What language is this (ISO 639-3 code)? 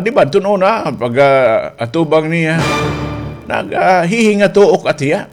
war